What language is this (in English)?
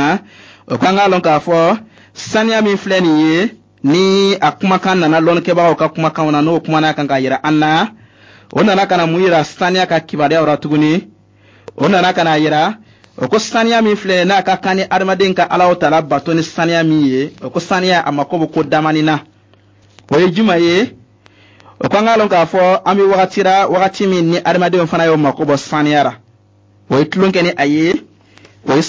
Bambara